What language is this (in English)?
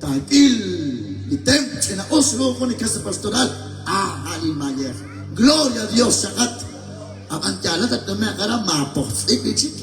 Kekchí